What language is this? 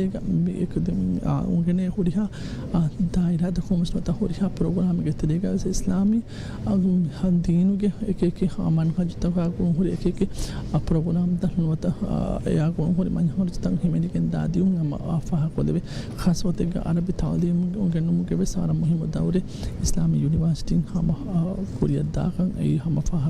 Divehi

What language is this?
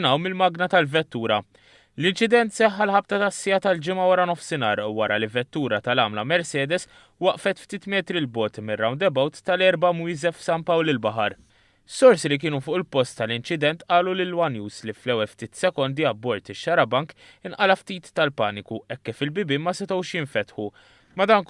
Maltese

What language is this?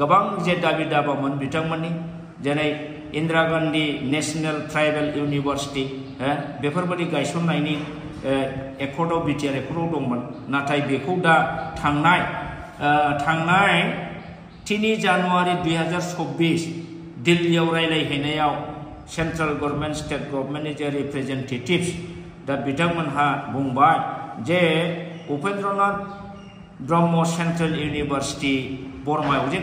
Bodo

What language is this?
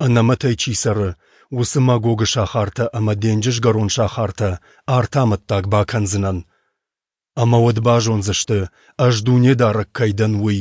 Ossetic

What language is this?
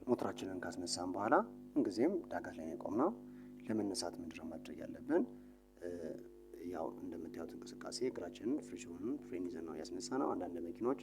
Amharic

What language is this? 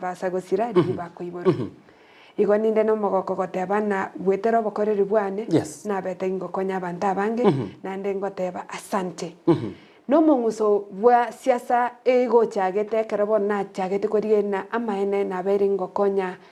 Gusii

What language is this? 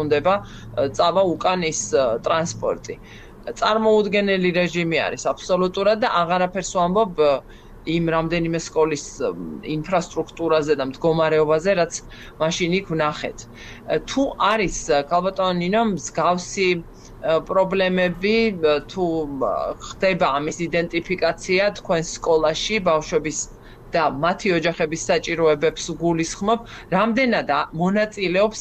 Georgian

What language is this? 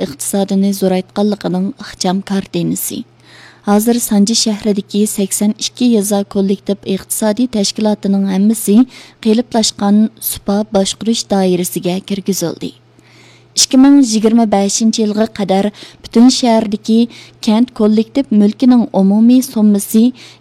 Uyghur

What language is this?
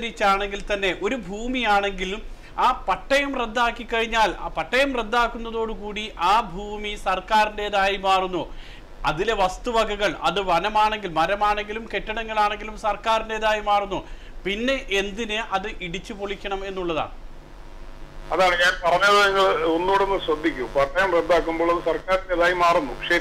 Malayalam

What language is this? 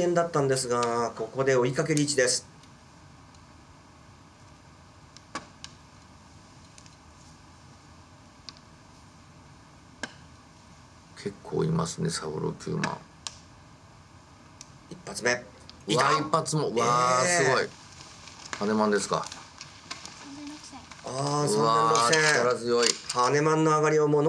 Japanese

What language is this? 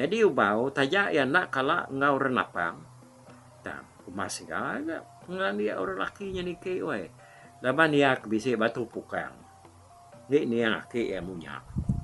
Iban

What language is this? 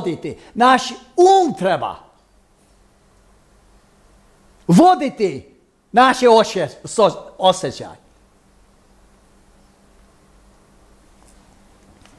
Croatian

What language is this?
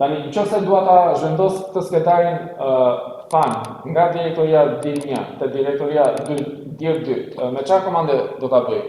Albanian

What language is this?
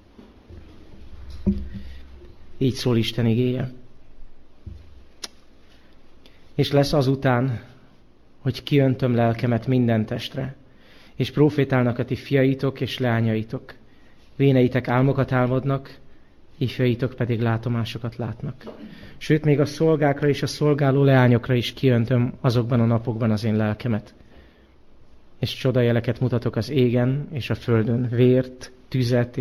Hungarian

